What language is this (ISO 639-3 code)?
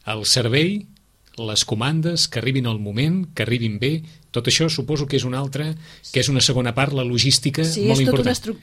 cat